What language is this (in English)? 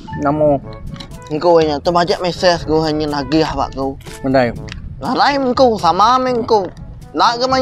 Iban